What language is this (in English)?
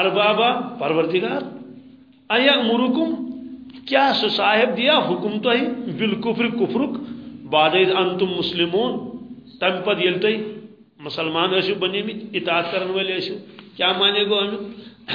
Kashmiri